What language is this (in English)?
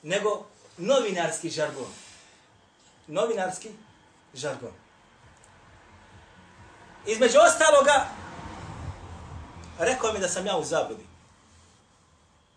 Bosnian